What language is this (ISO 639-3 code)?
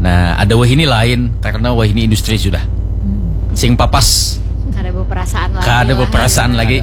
bjn